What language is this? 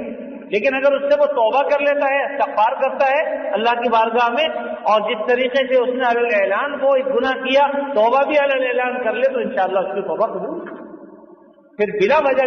Urdu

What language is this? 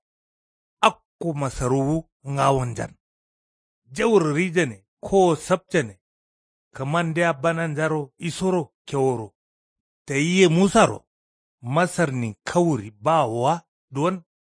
Kanuri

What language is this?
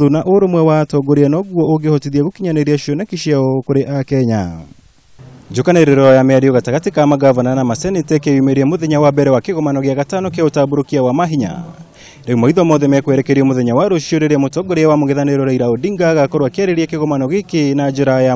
Kikuyu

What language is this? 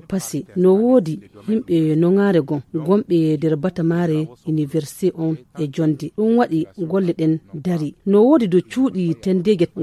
Nigerian Fulfulde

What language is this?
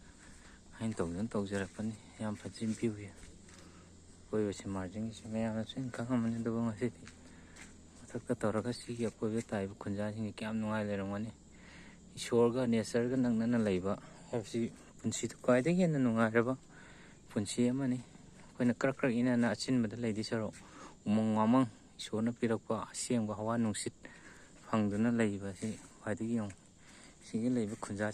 Manipuri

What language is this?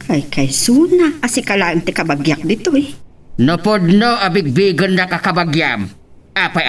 Iloko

